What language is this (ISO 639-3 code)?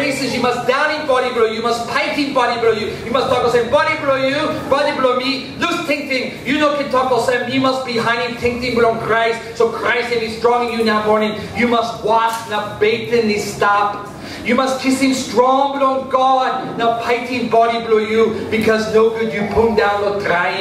tpi